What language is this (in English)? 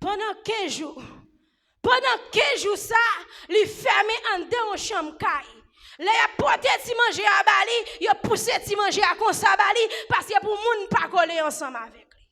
Haitian Creole